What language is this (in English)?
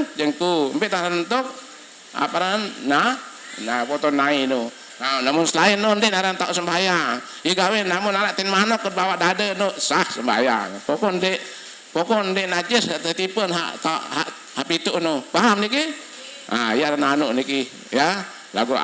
Sasak